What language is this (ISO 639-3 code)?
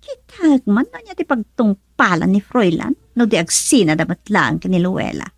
ilo